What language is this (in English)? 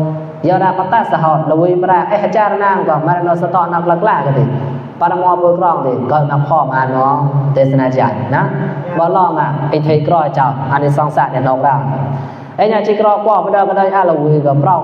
Mon